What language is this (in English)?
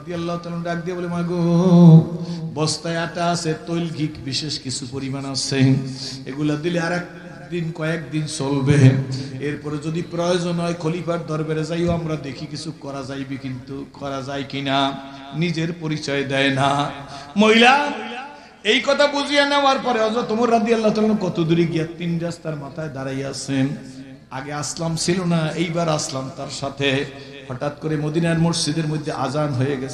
Bangla